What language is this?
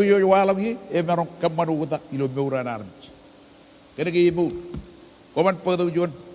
Marshallese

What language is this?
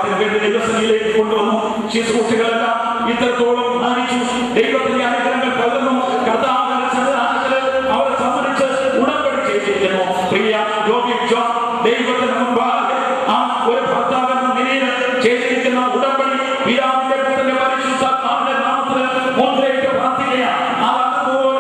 Malayalam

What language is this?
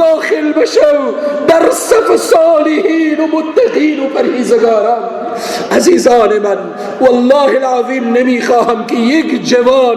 Persian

